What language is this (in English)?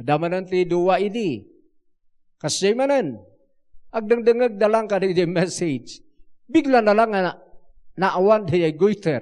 Iloko